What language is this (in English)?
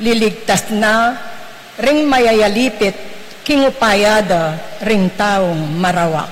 Pampanga